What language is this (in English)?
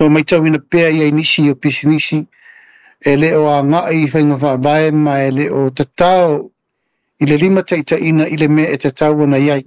Samoan